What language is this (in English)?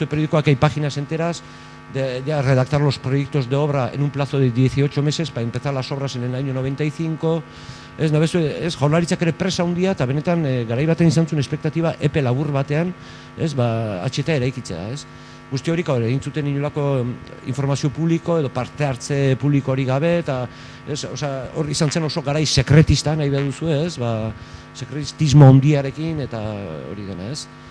Basque